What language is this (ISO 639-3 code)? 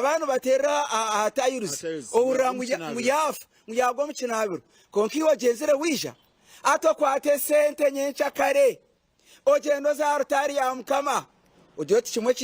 nyn